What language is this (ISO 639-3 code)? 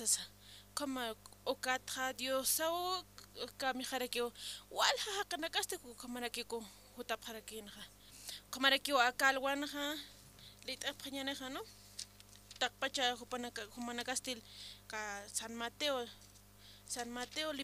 aym